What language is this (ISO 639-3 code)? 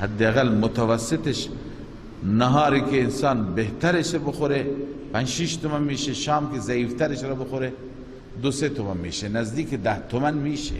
fas